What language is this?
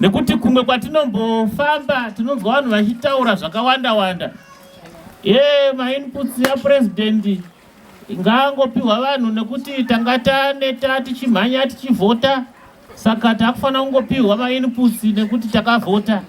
Shona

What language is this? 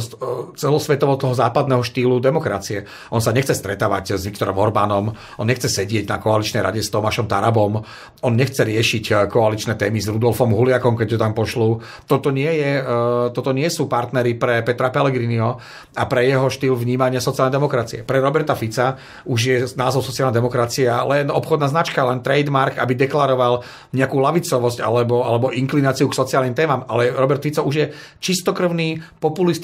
Slovak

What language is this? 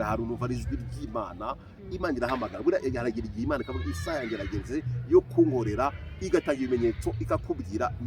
Kinyarwanda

